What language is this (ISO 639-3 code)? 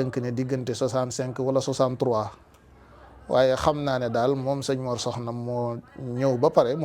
wol